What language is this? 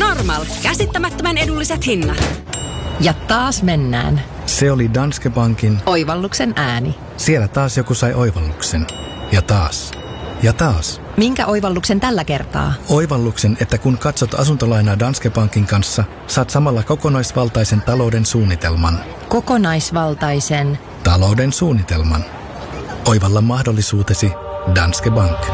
Finnish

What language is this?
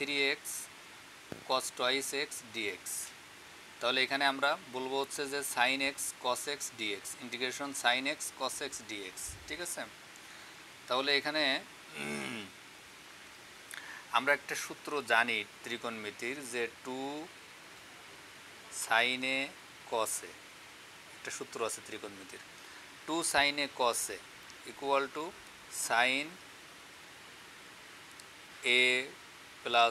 Bangla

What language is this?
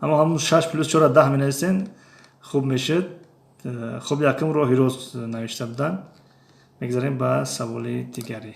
Tajik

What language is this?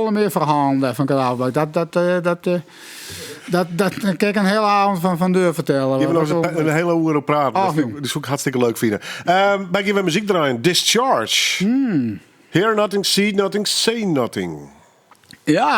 Western Frisian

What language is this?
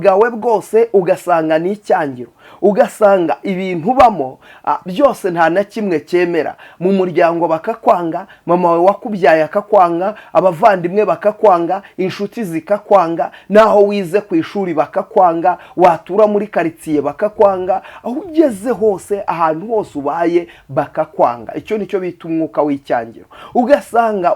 Kinyarwanda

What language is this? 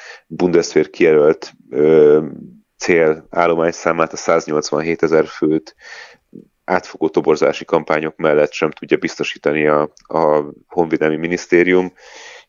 Hungarian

